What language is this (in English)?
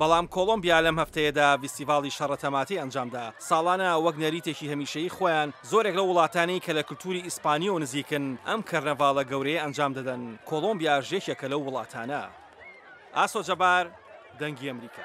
Central Kurdish